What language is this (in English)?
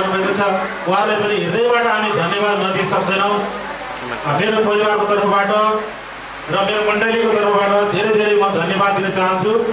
Nepali